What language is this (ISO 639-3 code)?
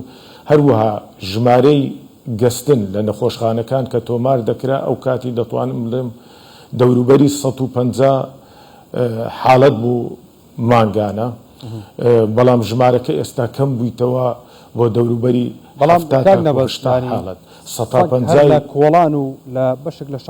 ckb